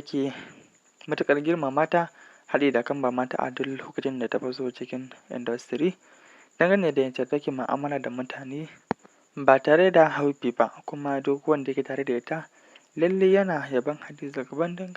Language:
Hausa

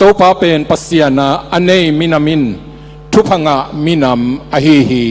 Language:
Tedim Chin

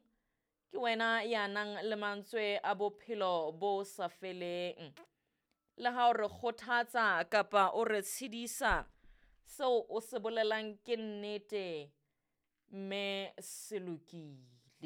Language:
Southern Sotho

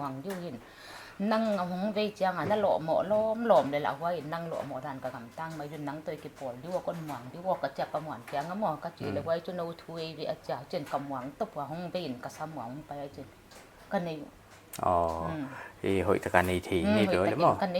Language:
Paite Chin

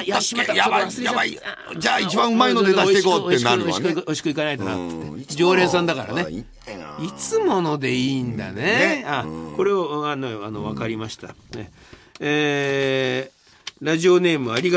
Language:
Japanese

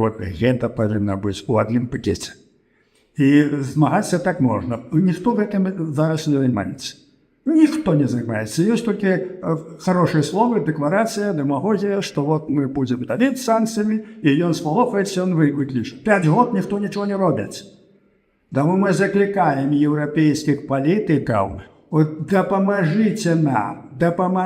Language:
Belarusian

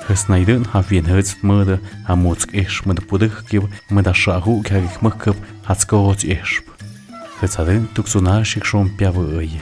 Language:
Tlahuitoltepec Mixe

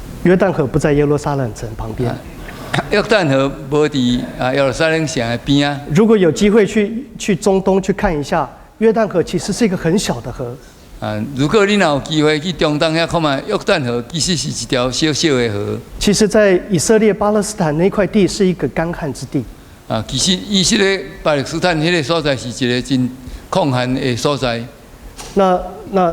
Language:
Min Nan Chinese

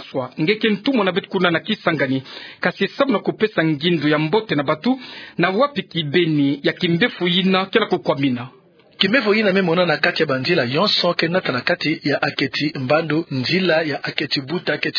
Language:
Kituba (Democratic Republic of Congo)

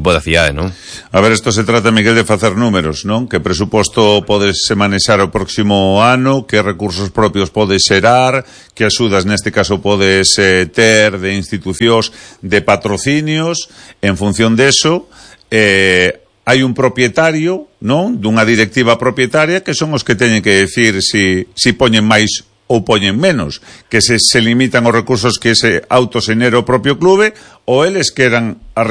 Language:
Galician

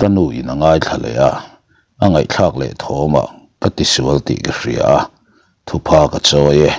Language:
Mizo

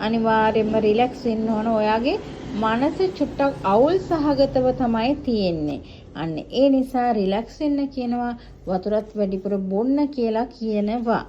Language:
Sinhala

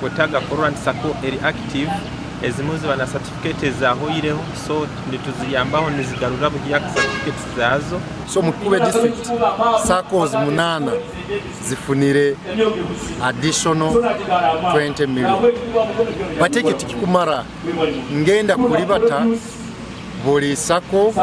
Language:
Nyankole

